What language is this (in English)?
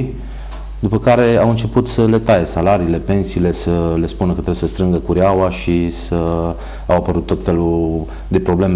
Romanian